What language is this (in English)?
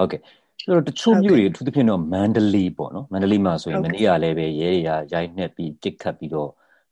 Burmese